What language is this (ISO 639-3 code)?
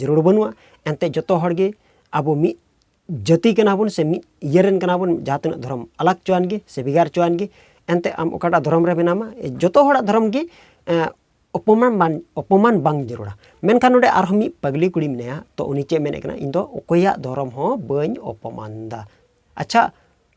sat